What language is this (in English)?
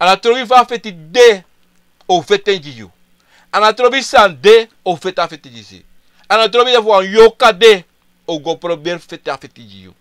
Sranan Tongo